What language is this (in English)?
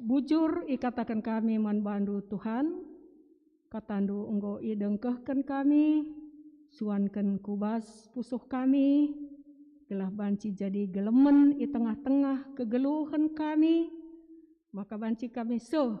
Batak Karo